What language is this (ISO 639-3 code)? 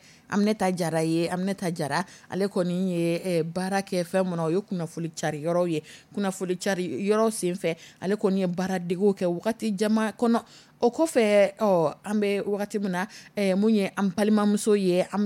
dyu